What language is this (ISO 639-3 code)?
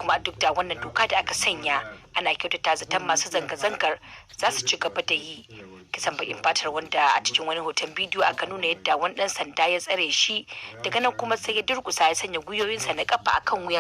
hau